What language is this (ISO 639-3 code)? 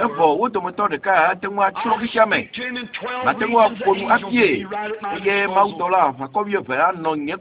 ewe